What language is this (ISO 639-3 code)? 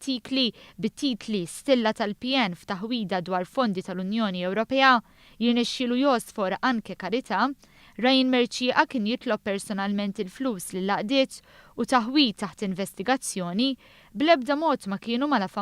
mlt